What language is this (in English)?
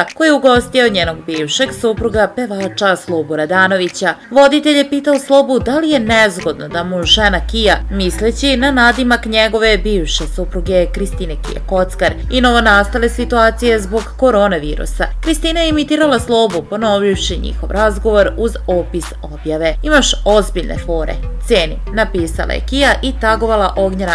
Serbian